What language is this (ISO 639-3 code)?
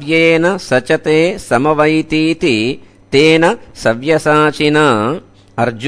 san